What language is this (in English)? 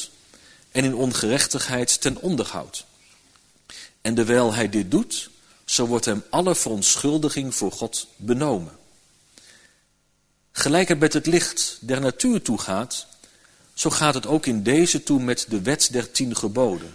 Dutch